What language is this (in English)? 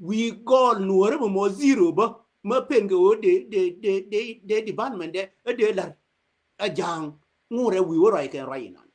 Nuer